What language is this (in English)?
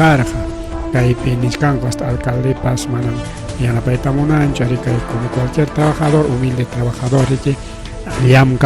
Ayacucho Quechua